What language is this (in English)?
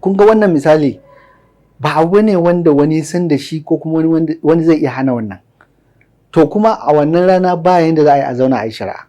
Hausa